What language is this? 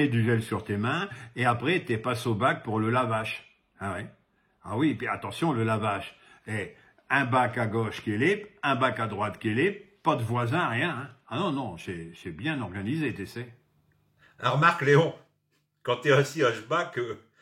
Picard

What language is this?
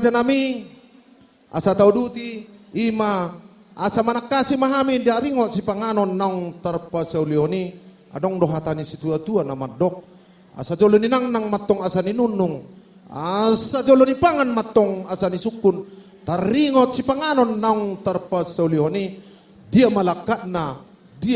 Batak Toba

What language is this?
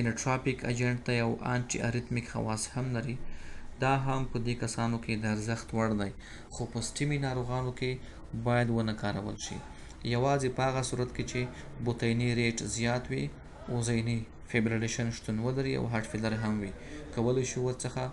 Pashto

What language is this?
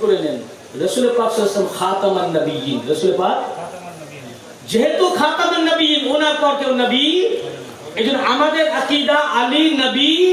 Bangla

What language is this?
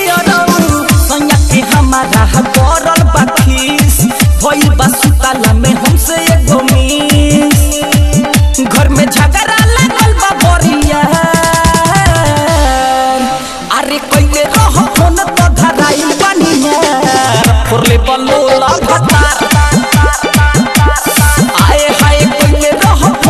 Bhojpuri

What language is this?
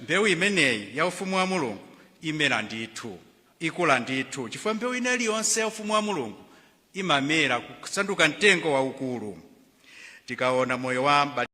Nyanja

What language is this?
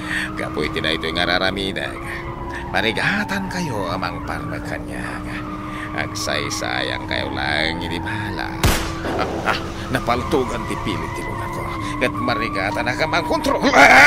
Iloko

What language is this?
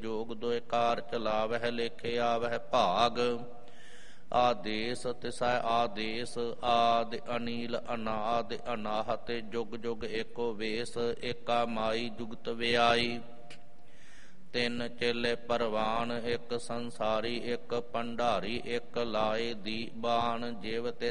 Punjabi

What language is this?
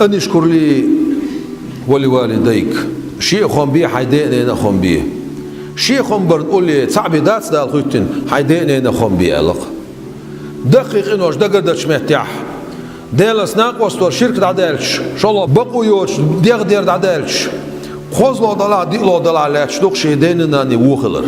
Chechen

